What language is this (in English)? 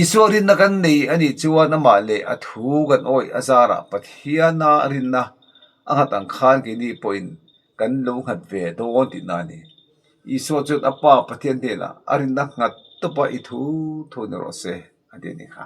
Mizo